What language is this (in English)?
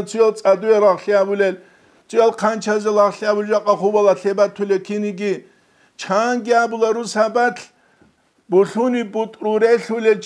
Avaric